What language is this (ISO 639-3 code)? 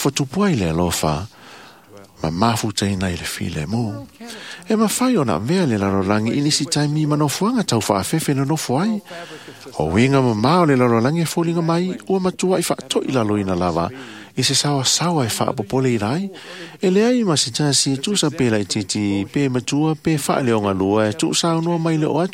smo